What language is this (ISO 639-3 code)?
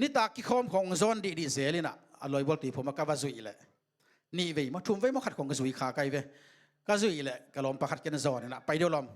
ctd